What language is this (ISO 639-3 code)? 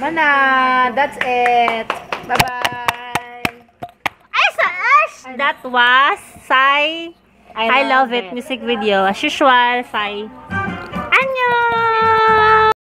ceb